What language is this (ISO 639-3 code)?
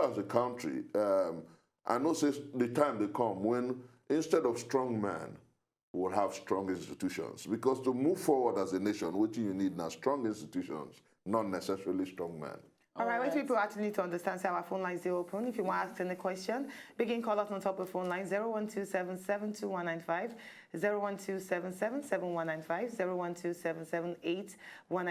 pcm